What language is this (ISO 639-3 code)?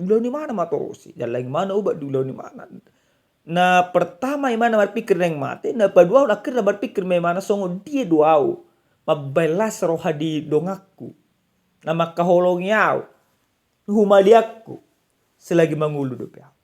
bbc